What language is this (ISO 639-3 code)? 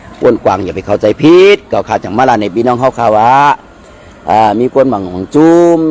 shn